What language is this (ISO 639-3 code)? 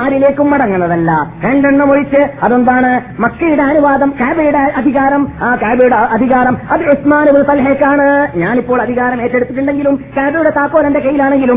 mal